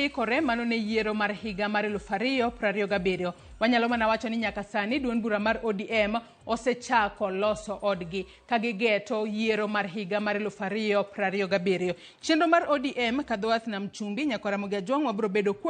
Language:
Luo (Kenya and Tanzania)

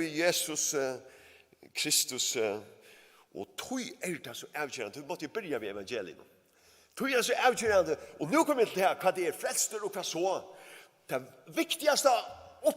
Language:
Faroese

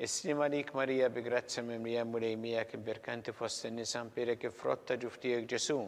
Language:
Maltese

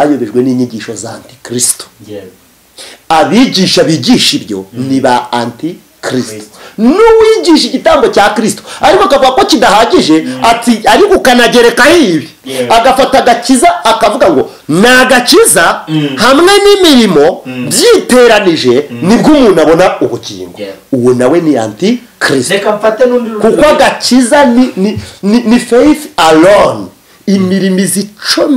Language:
Kinyarwanda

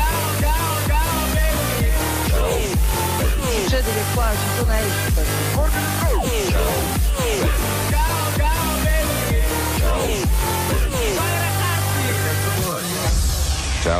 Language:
Italian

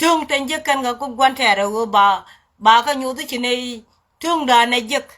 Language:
Nuer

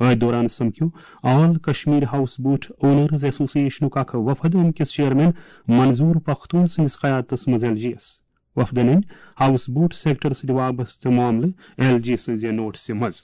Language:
Kashmiri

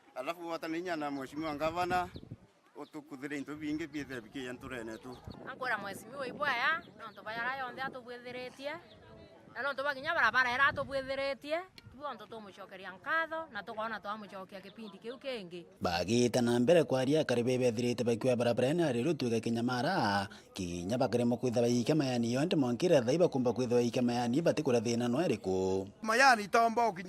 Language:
Meru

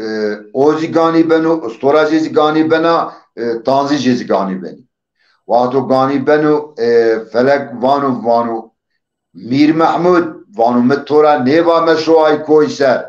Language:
Zaza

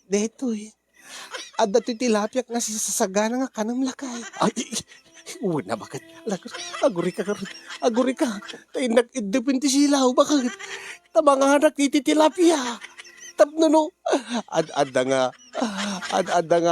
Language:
Iloko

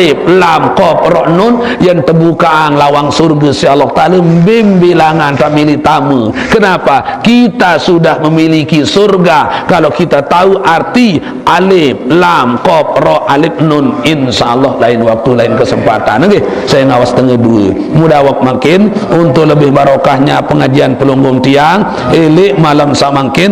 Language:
Sasak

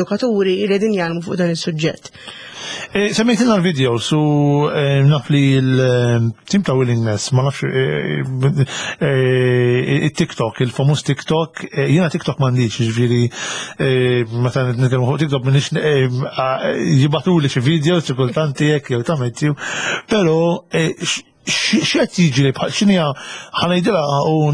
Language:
Maltese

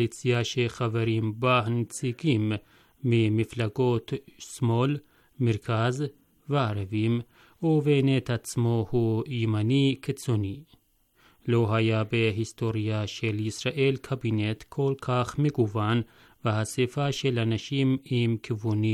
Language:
Hebrew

